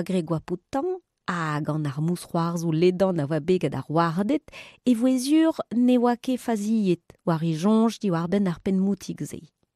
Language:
Breton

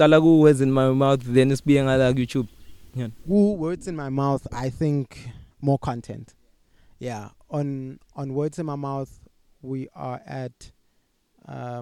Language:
English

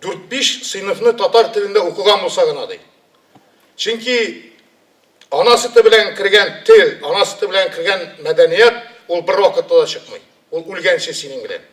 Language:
Tatar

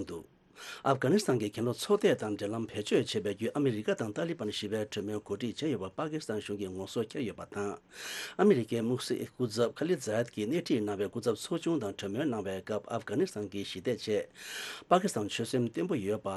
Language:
Tibetan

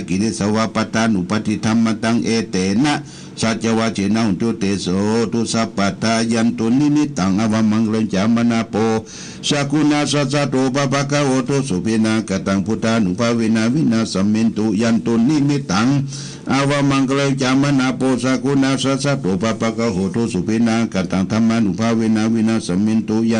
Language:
Pali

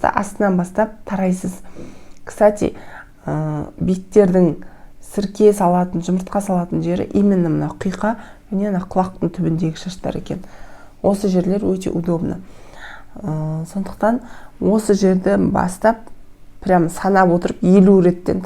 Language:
Kazakh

